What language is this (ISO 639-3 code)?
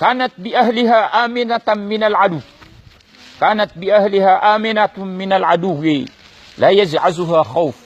mrw